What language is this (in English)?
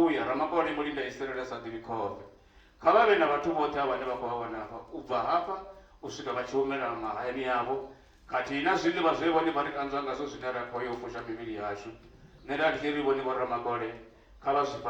Venda